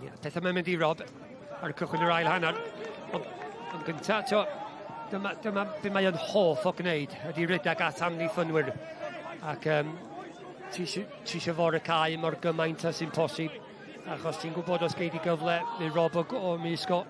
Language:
Welsh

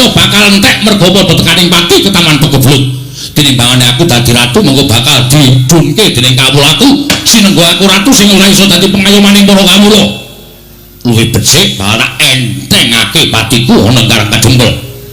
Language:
Javanese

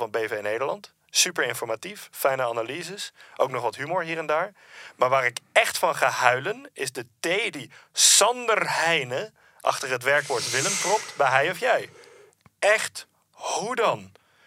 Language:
Dutch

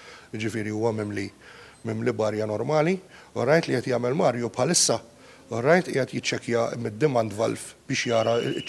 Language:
Maltese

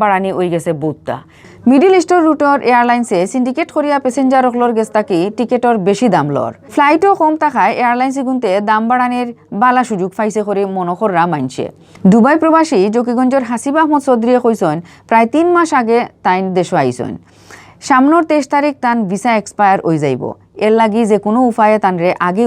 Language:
Sylheti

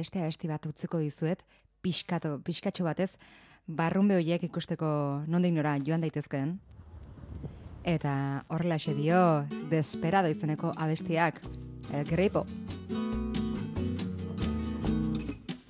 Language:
Basque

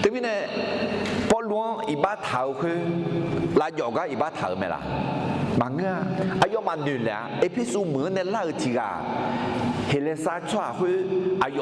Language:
Akha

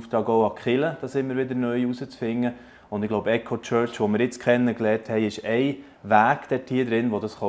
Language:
Swiss German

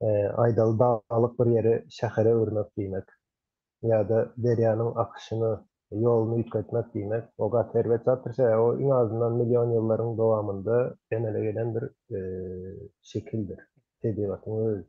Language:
Turkmen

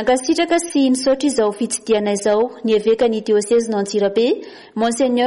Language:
Malagasy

